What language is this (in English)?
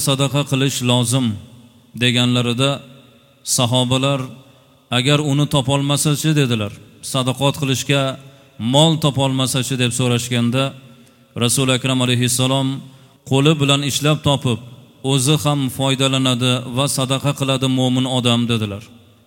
Uzbek